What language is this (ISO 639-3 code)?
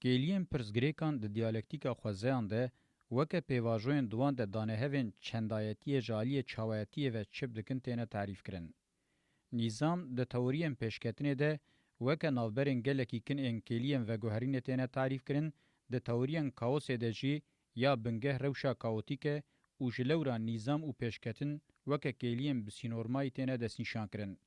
kur